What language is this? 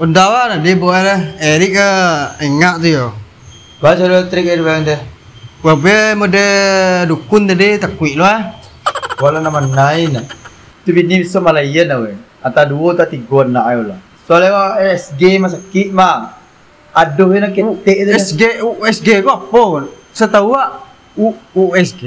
Minangkabau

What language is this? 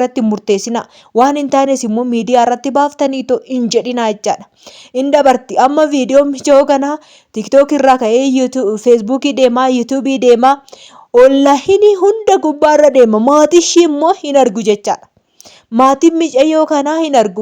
Oromo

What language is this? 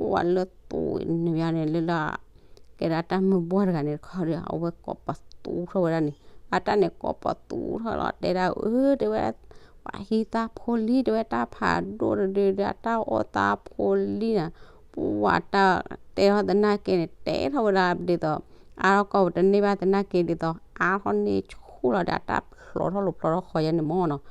S'gaw Karen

